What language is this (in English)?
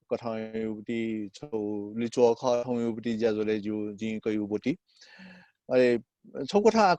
Newari